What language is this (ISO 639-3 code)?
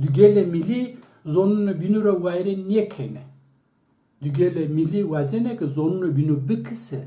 zza